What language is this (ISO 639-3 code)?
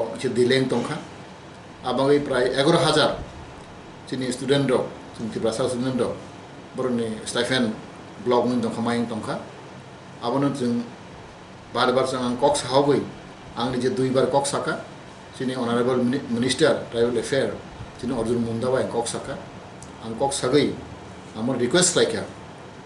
trp